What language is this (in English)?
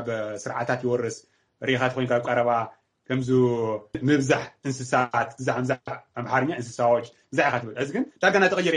Tigrinya